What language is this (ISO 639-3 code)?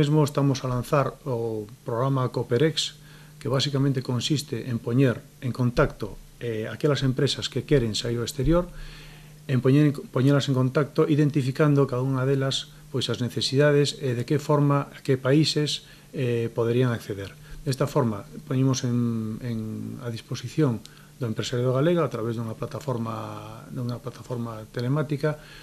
glg